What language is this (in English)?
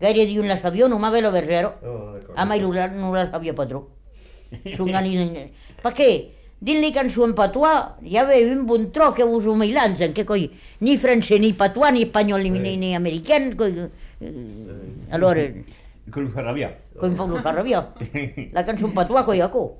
Catalan